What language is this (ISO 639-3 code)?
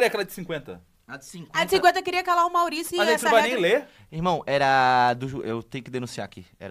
por